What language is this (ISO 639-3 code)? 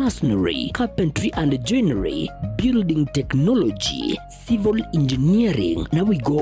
guz